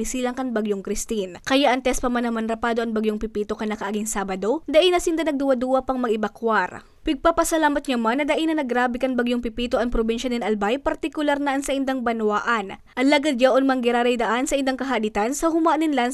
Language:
Bikol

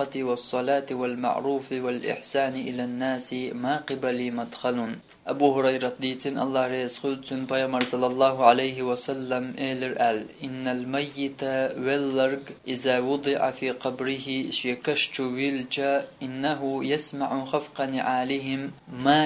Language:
Chechen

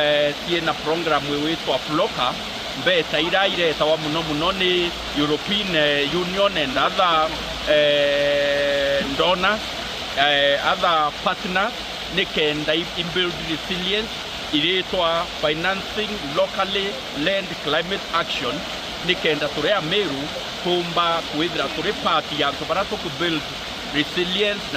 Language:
Meru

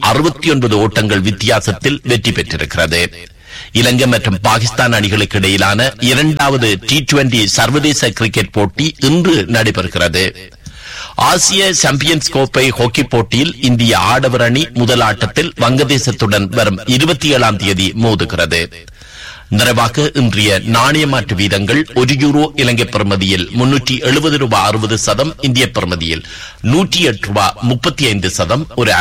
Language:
Tamil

